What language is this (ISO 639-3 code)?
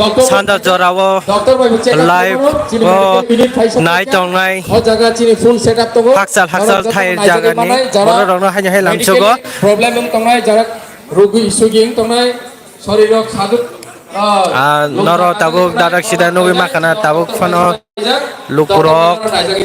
trp